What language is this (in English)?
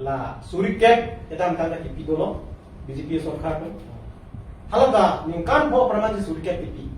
Karbi